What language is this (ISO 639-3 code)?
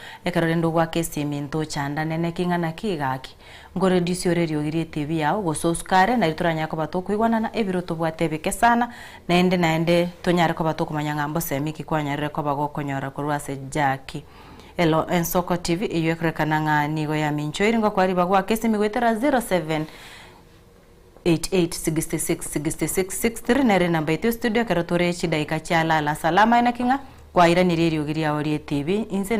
guz